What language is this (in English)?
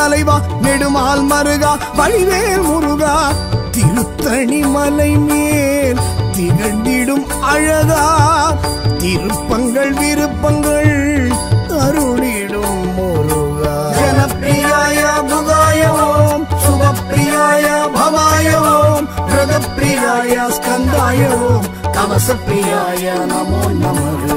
Tamil